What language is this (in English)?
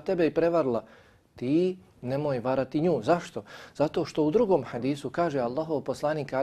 Bosnian